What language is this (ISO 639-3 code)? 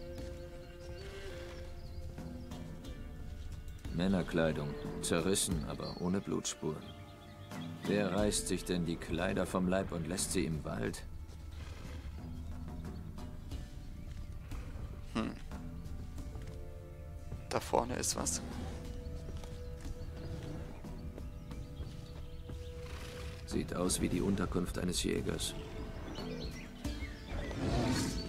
deu